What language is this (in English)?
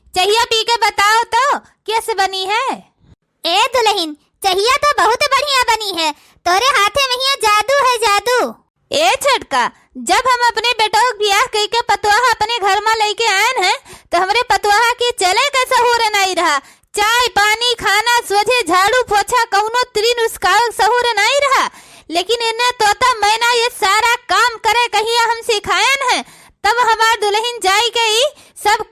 Awadhi